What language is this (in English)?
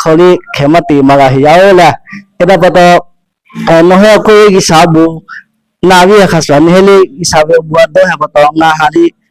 Lahu